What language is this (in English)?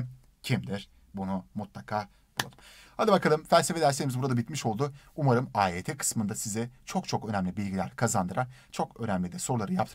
Turkish